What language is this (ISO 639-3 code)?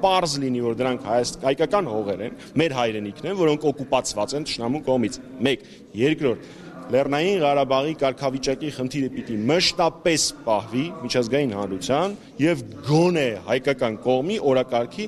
hye